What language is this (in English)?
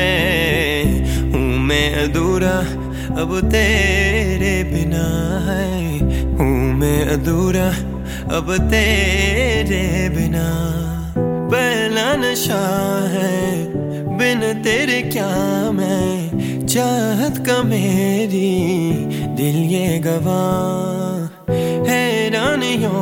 Hindi